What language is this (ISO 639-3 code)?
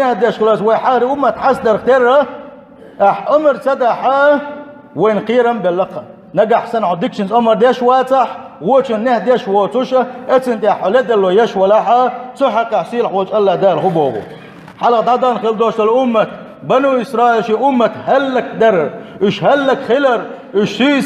che